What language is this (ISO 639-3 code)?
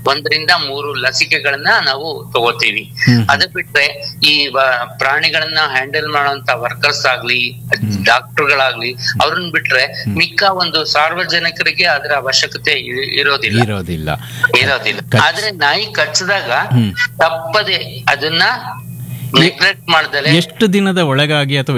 kan